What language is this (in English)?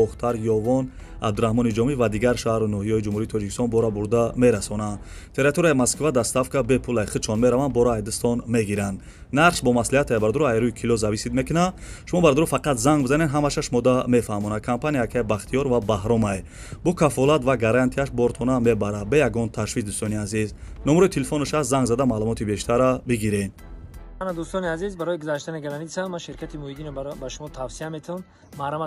Tajik